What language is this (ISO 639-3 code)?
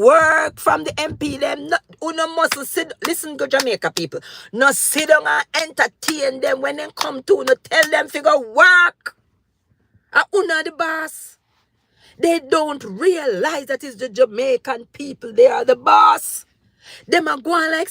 jam